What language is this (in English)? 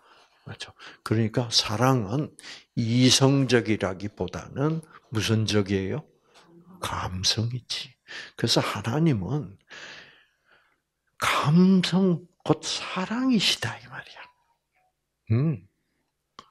Korean